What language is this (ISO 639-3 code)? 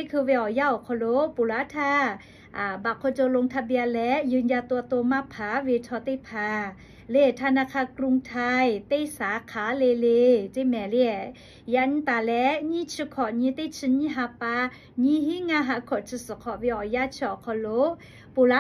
lhu